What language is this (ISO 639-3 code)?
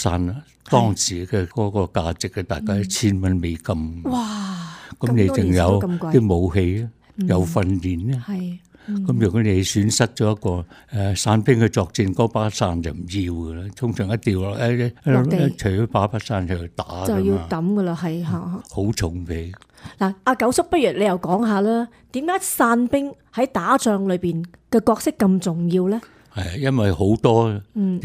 yue